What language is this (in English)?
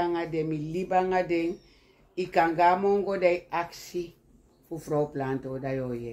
Sranan Tongo